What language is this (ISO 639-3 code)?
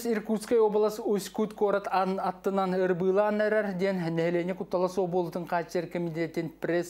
sah